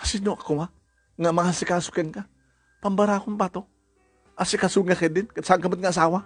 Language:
Iloko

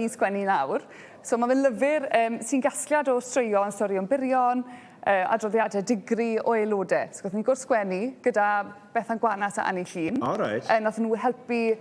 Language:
Welsh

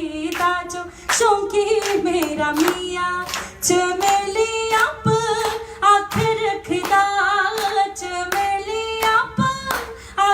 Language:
Dogri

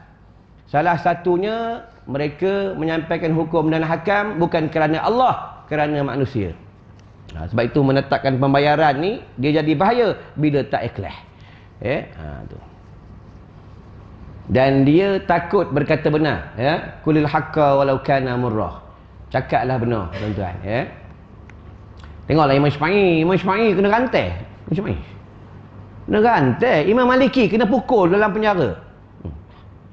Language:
Malay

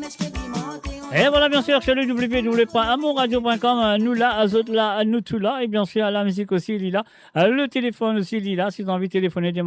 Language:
Morisyen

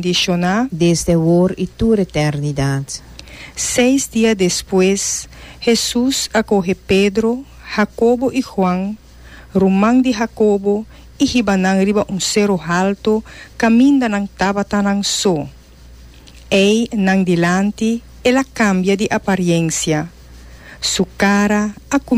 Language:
Papiamento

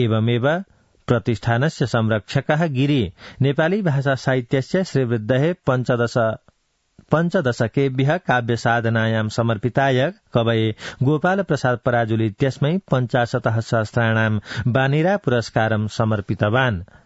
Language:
Sanskrit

